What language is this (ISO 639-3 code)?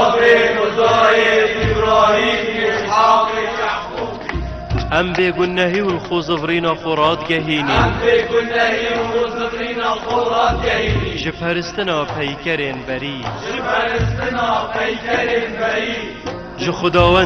kur